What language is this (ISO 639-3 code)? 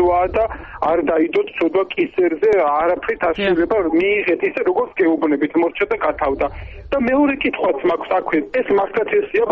kat